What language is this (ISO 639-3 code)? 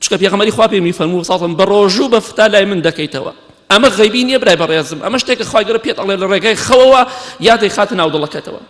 ckb